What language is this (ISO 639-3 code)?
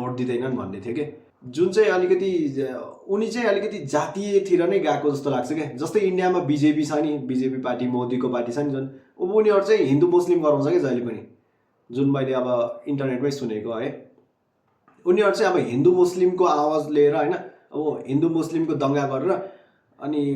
nep